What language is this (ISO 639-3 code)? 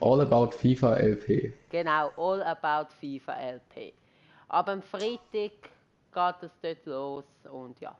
gsw